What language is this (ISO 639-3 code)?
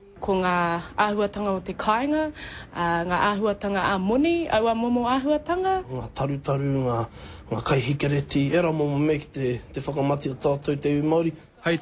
mri